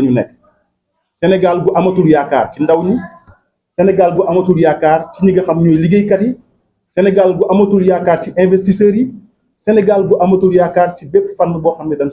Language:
Wolof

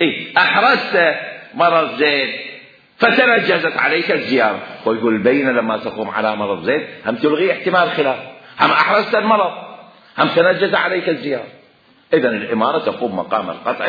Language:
Mesopotamian Arabic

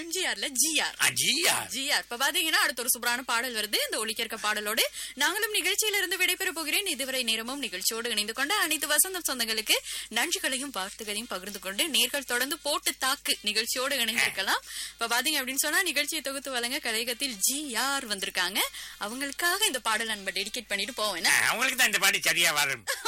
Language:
Tamil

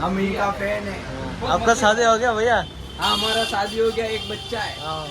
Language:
Riang (India)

